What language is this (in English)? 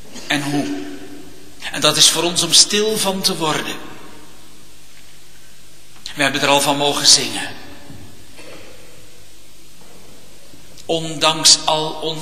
Dutch